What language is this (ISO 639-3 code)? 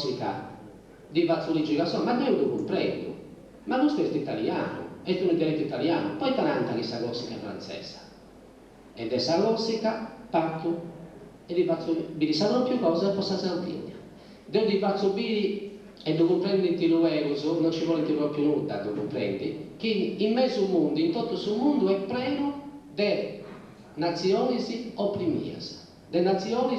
srd